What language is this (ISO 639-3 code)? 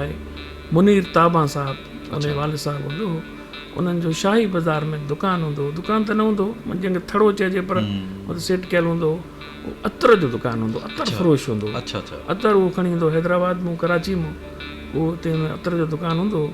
snd